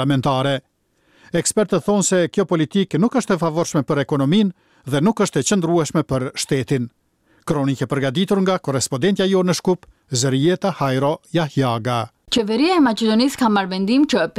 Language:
Albanian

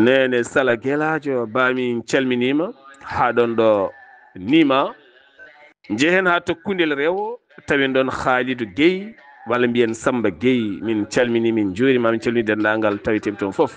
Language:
Fula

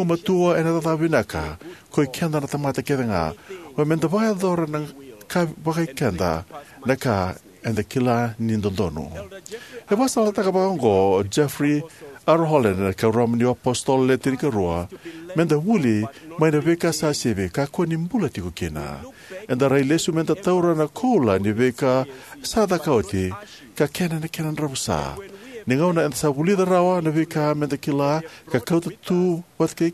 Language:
Fijian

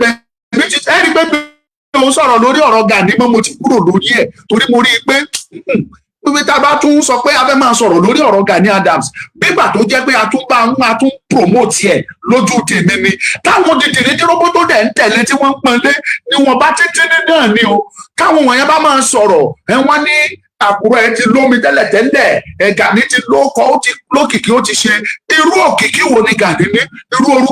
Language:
Yoruba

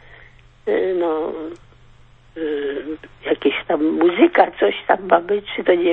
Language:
Polish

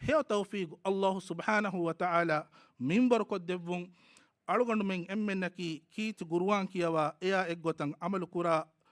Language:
Divehi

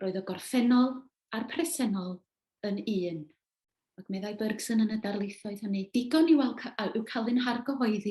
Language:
Welsh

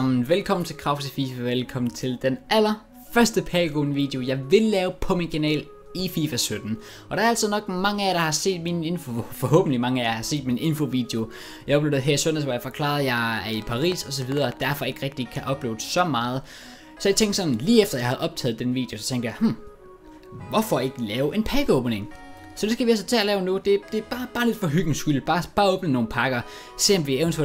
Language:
Danish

